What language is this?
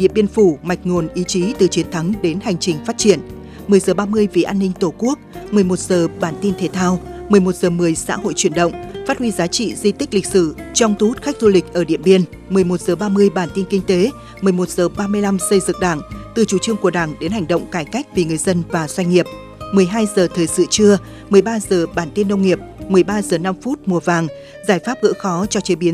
Vietnamese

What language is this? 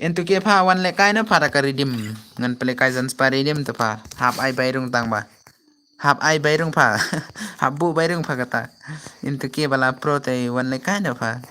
Khasi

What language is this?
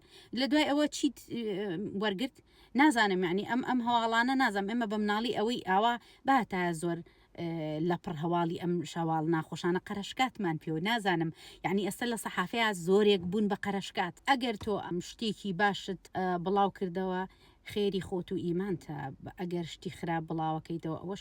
Central Kurdish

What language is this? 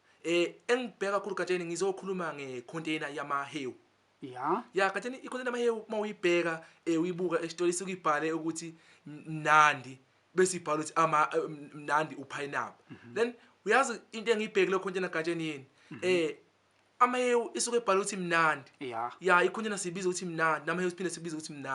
Zulu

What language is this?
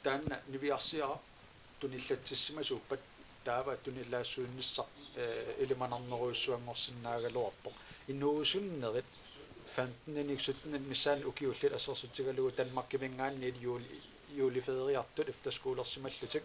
Kalaallisut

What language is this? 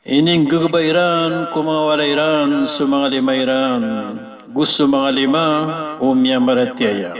Maranao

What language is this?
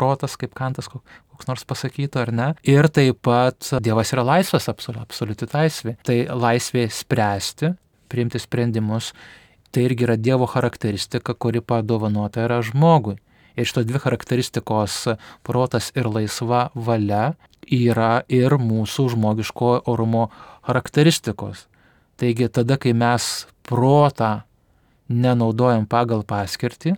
Lithuanian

